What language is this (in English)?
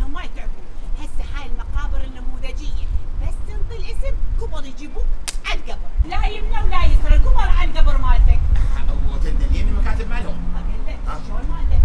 Mesopotamian Arabic